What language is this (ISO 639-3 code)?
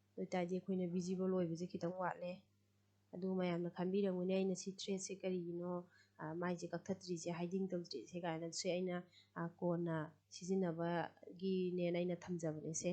mni